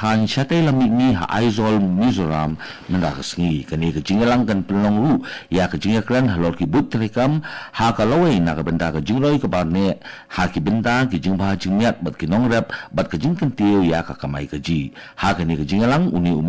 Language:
Khasi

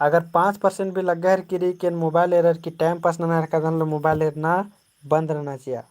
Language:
Kurukh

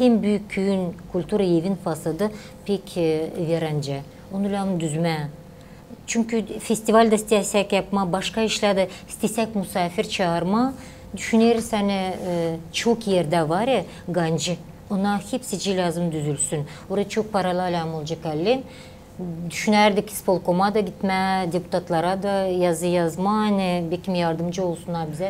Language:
Gagauz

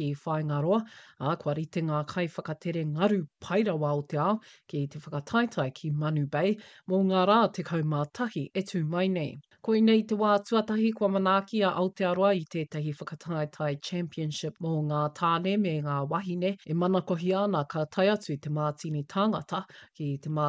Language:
Māori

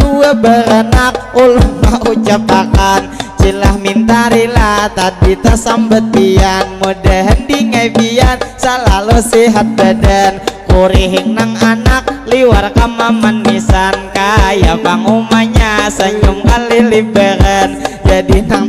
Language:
Banjar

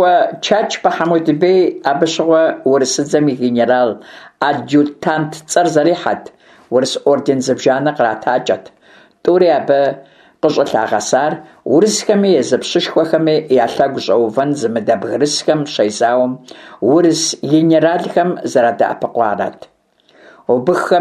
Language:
Kabardian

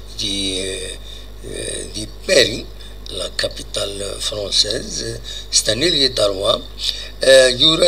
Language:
Kabyle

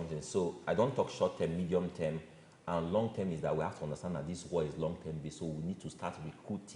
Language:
Nigerian Pidgin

